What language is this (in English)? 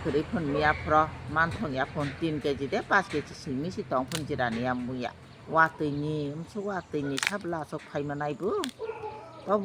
Kok Borok